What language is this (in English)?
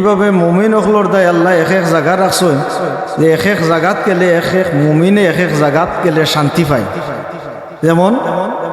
Sylheti